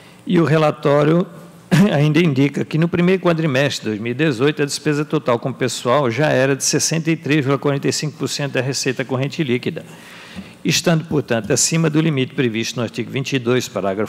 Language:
Portuguese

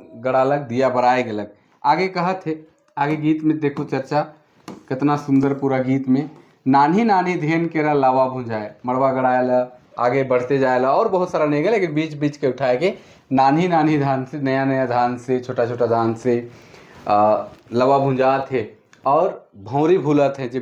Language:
Sadri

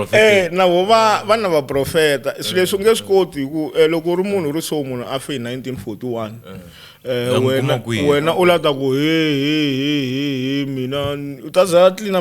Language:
Tsonga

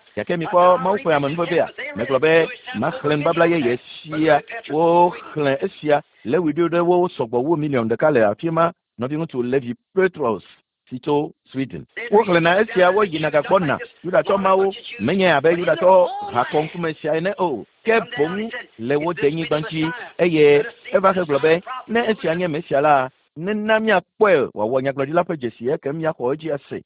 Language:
Ewe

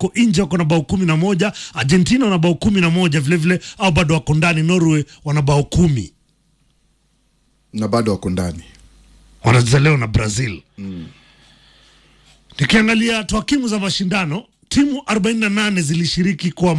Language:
Swahili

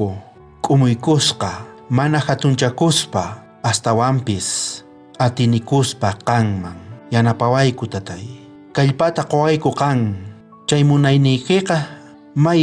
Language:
South Bolivian Quechua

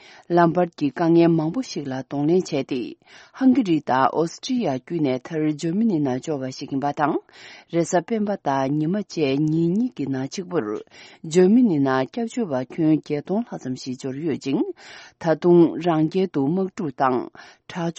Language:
Tibetan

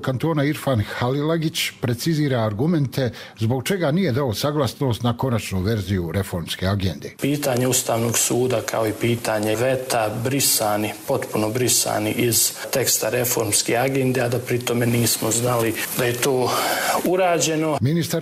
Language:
Croatian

